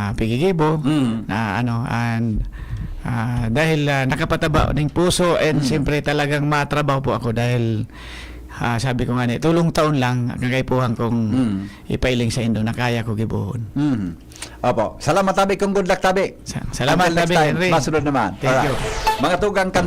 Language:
Bikol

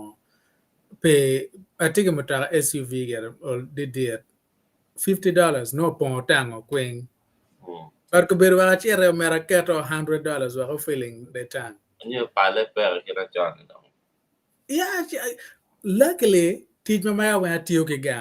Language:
Acoli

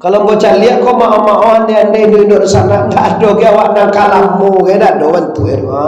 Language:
Minangkabau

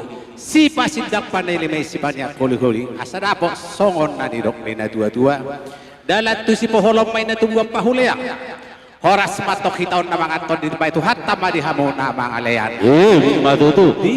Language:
Batak Toba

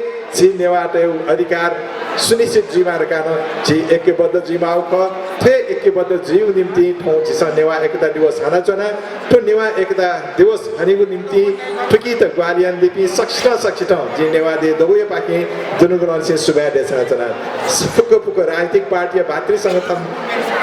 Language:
Newari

